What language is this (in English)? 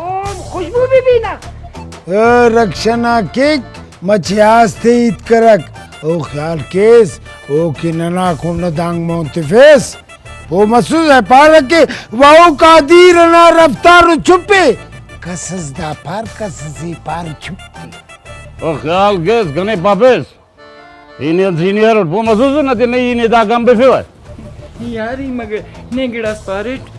Brahui